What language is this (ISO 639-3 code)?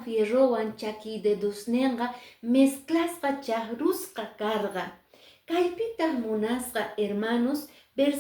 que